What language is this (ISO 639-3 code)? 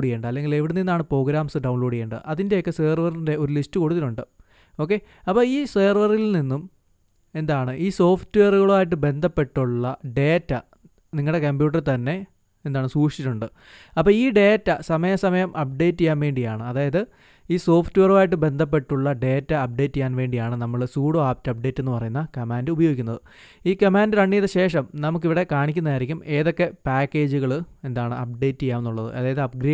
mal